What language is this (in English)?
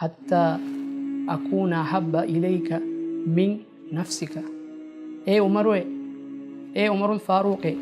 Divehi